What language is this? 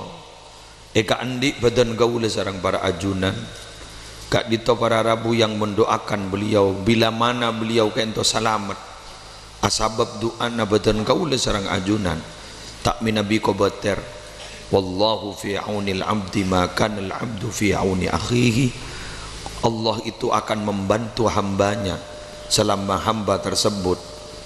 Madurese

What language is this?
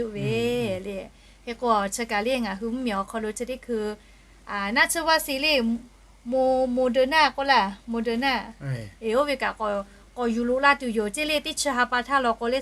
Lahu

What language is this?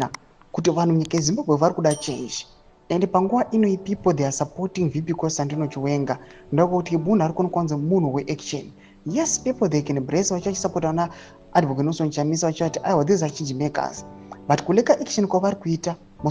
Shona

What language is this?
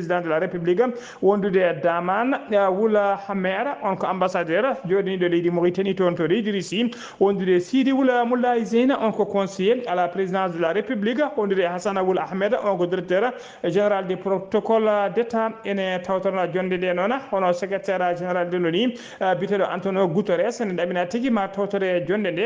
Fula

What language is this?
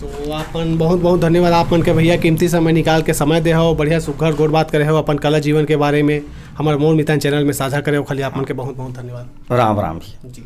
Chhattisgarhi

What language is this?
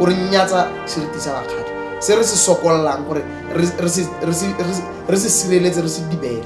Tswana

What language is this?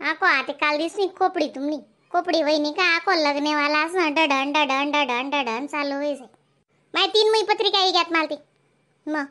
Khandesi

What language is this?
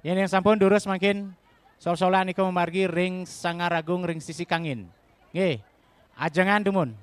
Balinese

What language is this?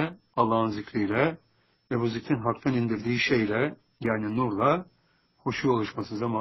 Turkish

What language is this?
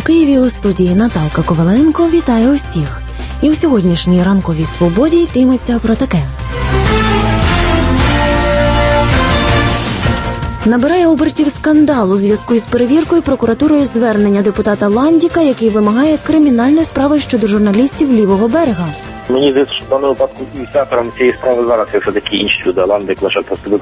Ukrainian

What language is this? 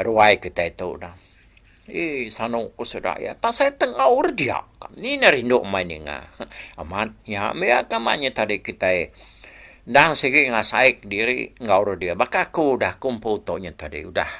Iban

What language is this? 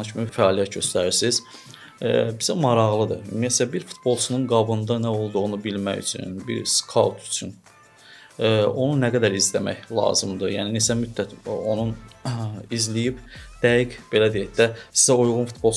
Azerbaijani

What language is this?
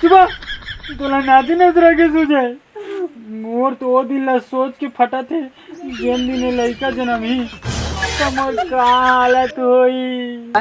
Chhattisgarhi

